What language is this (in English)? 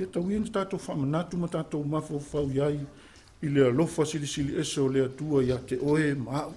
Samoan